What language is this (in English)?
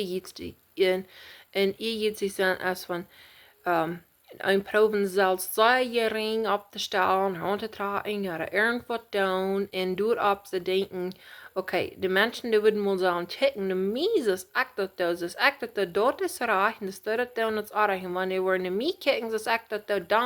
Plautdietsch